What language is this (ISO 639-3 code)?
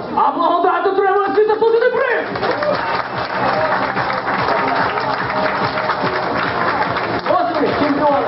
ukr